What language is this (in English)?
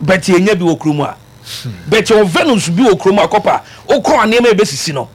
Akan